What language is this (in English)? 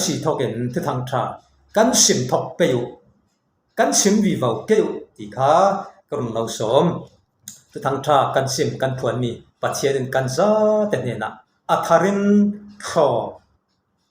Falam Chin